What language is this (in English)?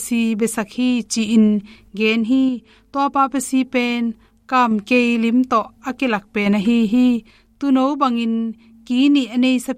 Tedim Chin